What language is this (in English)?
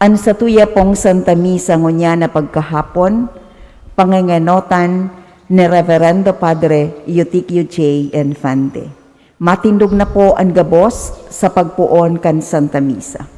Bikol